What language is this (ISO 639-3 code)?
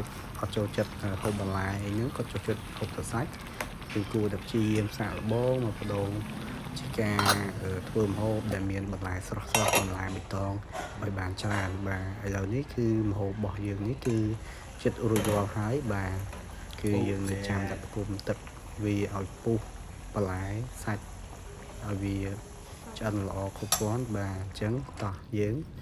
khm